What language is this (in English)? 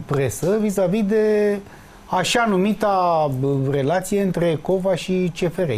Romanian